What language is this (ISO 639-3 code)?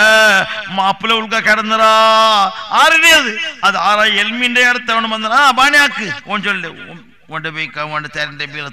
mal